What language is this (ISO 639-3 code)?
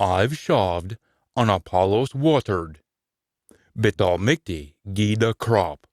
sco